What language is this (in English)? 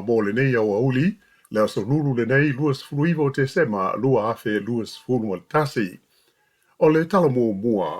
Samoan